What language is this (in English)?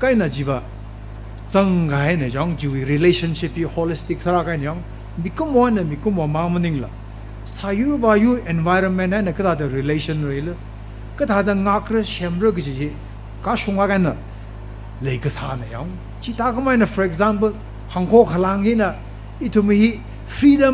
Tangkhul Naga (India)